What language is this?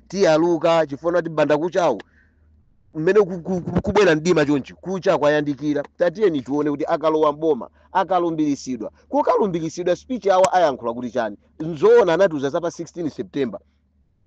Nyanja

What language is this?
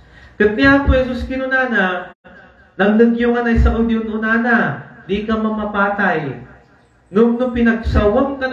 Iloko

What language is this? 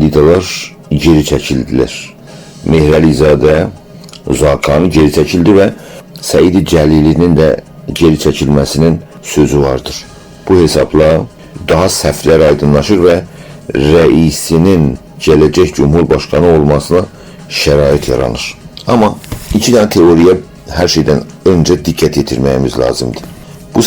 South Azerbaijani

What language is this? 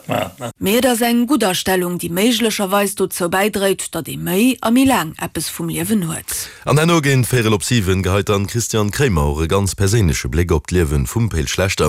Luxembourgish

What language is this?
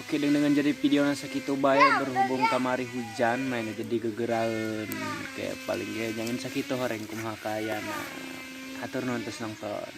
Sundanese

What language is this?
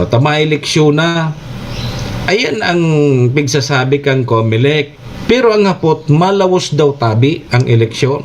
Bikol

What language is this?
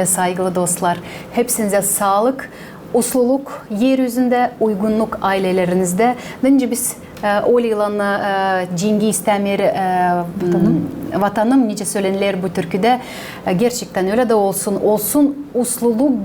Gagauz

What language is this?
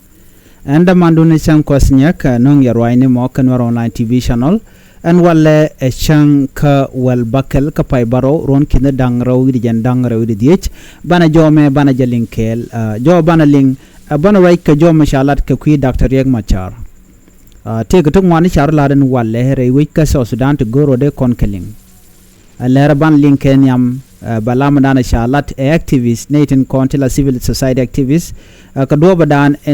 Nuer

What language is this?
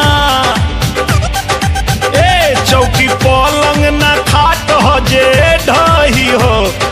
Bhojpuri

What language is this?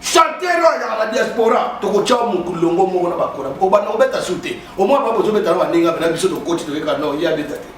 Lingala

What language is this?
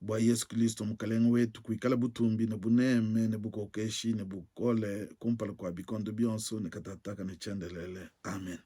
Luba-Lulua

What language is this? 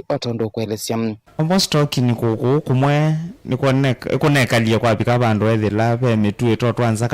Kamba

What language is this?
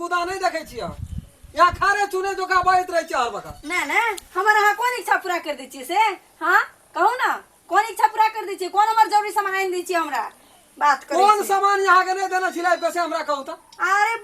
Maithili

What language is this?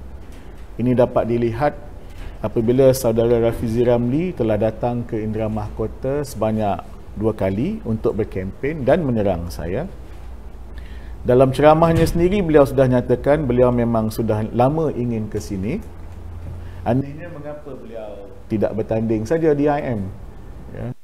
Malay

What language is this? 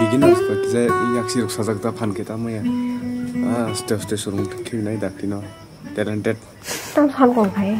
Kok Borok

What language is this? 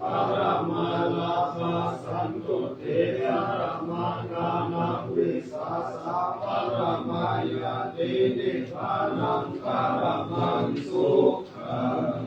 Pali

